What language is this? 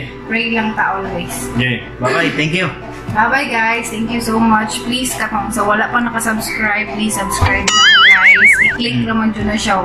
Cebuano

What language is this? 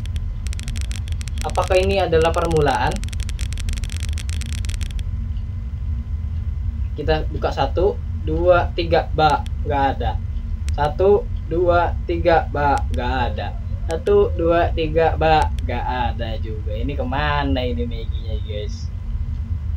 Indonesian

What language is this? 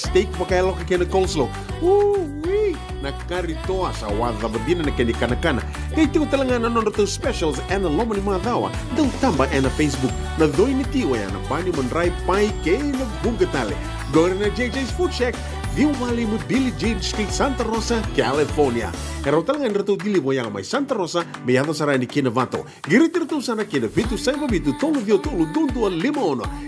Fijian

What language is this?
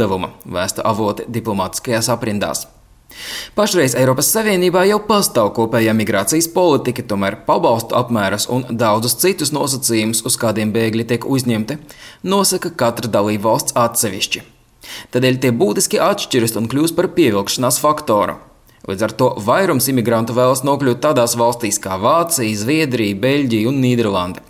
Latvian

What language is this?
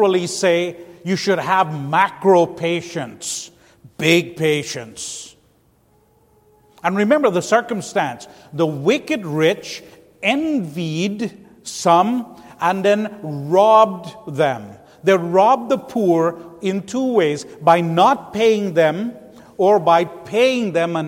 English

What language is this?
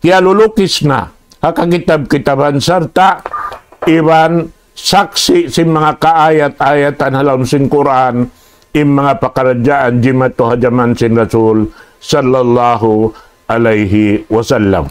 Tausug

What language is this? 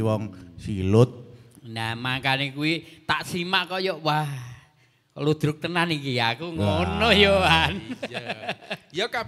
Javanese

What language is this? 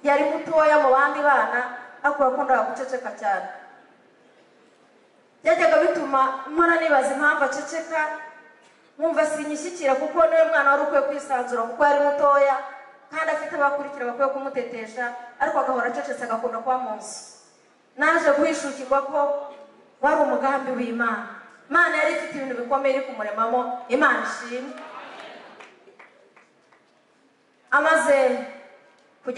Kinyarwanda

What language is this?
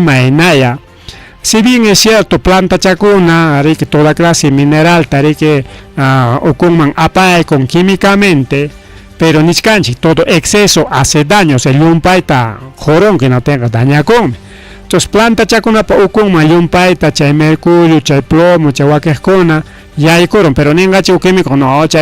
Ayacucho Quechua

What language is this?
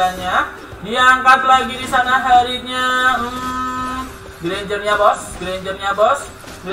Indonesian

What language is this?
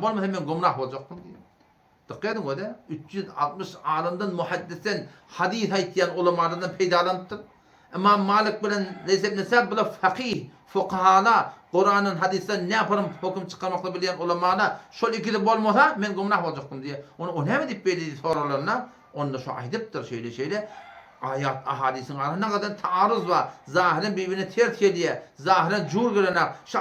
Turkmen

